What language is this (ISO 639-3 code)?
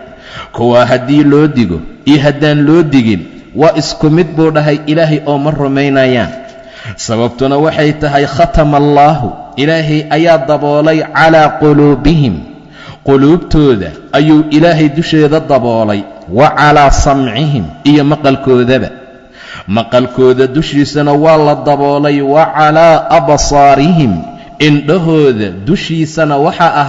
som